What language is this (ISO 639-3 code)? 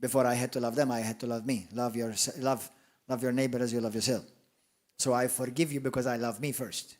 eng